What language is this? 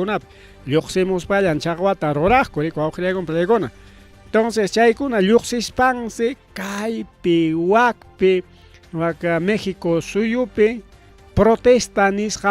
Ayacucho Quechua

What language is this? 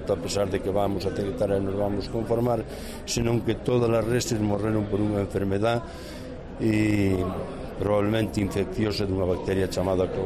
Galician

